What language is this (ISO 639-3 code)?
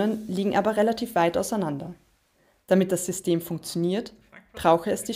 deu